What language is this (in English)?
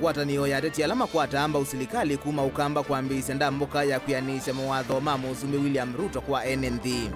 Kamba